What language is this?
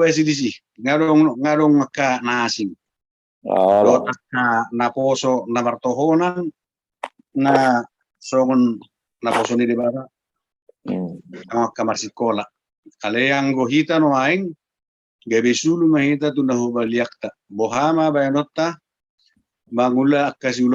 Batak Toba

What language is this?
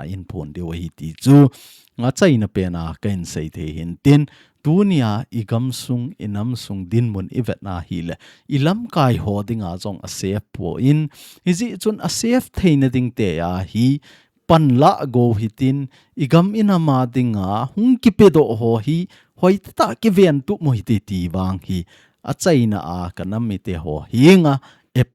Thado Chin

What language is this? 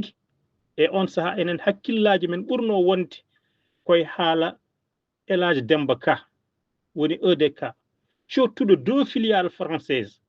Fula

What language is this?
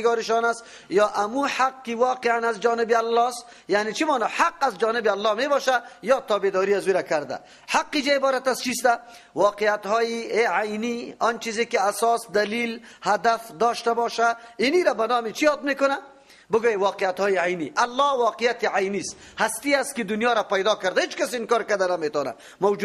Persian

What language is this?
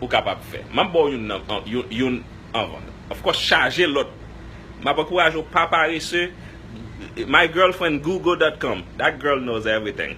Haitian Creole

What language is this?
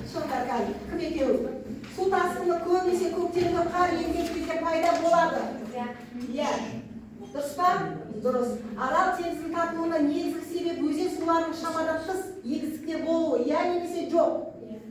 Kazakh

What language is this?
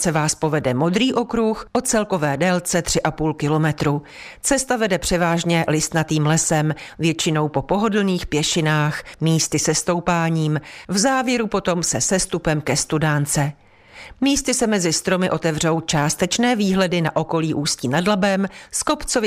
Czech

